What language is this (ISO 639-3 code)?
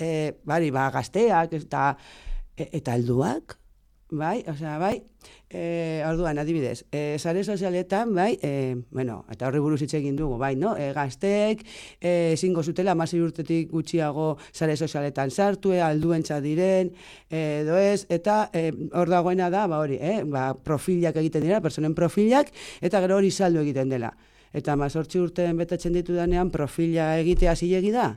eus